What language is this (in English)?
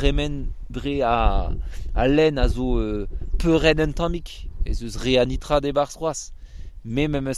Breton